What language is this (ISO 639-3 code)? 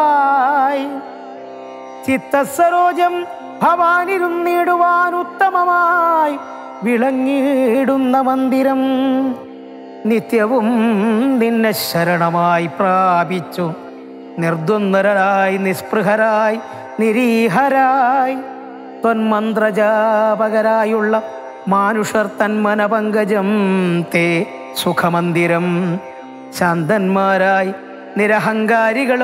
mal